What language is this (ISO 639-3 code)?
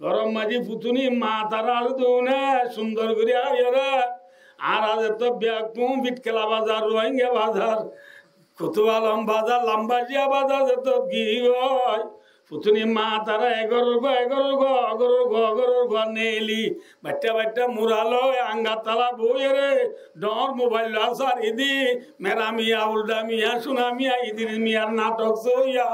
rhg